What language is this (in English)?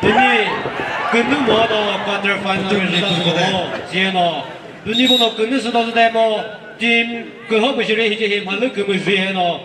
Chokri Naga